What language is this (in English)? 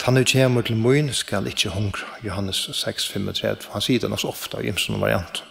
Faroese